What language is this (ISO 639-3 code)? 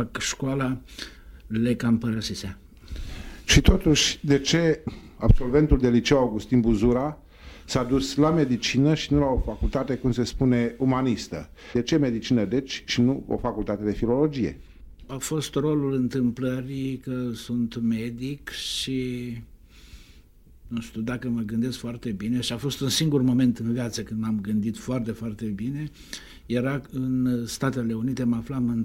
ron